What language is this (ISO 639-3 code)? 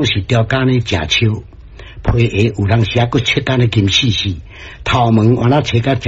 nan